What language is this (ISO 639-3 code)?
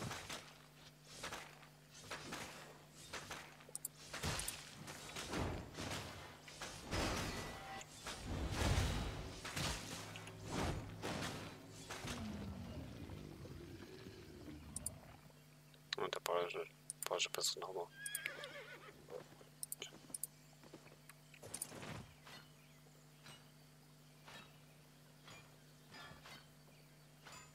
deu